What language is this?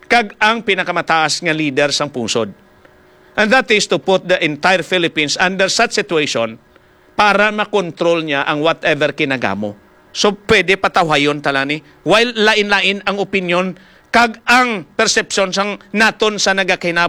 Hiligaynon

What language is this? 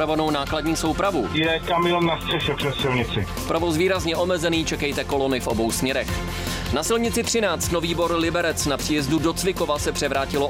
Czech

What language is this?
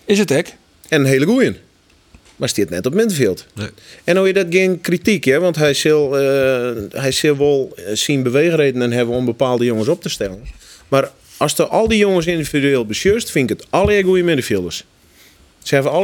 Western Frisian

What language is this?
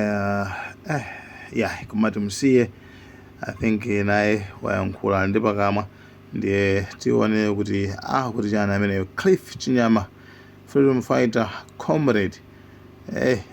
Nyanja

